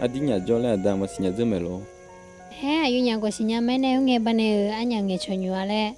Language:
Akha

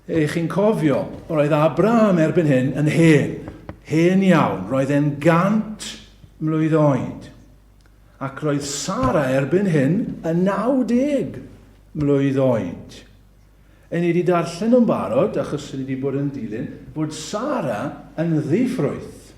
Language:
Welsh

